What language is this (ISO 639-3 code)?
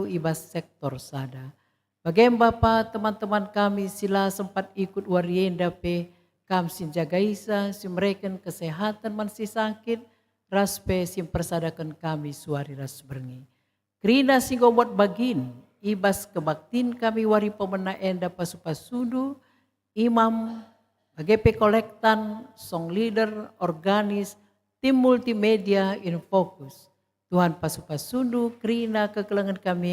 btx